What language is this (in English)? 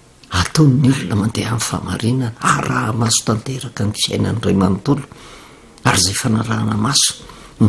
Malagasy